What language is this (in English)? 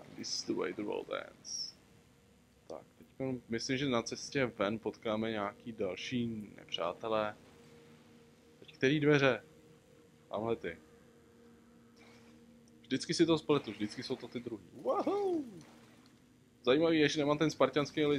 Czech